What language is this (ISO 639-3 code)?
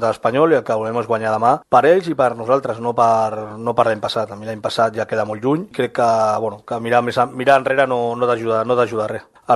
cat